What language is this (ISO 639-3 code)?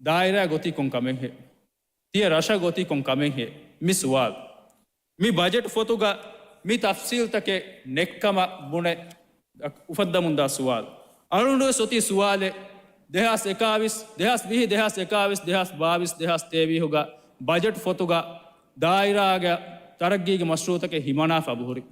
div